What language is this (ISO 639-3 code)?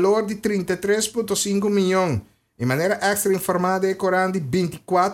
pap